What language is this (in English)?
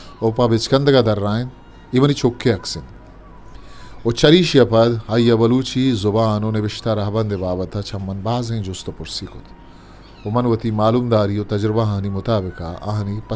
Eastern Balochi